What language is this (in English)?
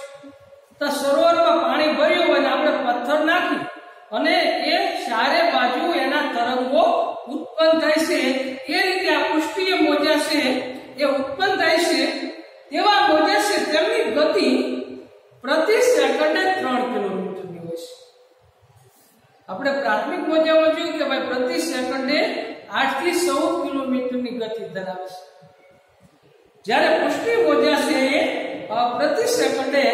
Gujarati